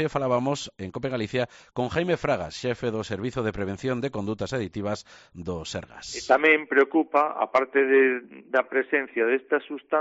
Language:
Galician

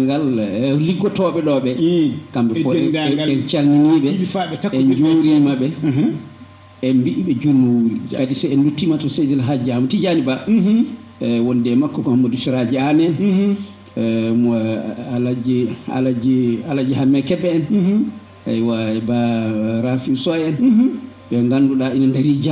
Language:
Fula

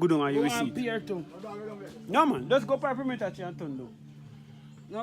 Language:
Jamaican Creole English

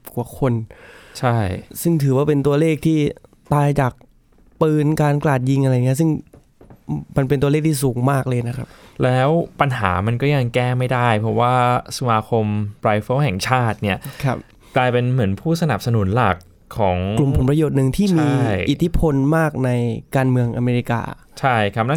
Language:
Thai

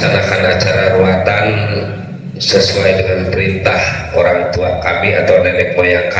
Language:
Betawi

